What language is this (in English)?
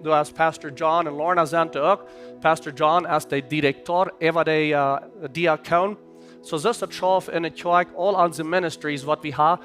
Plautdietsch